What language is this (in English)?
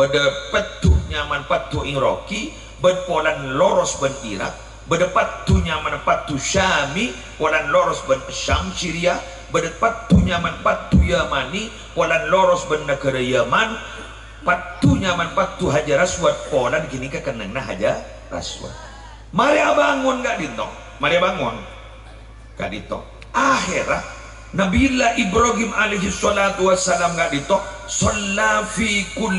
Madurese